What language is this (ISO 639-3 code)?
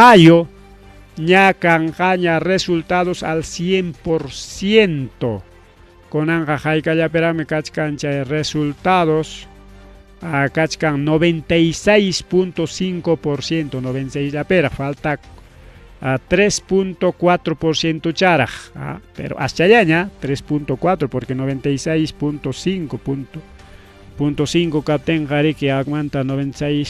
quy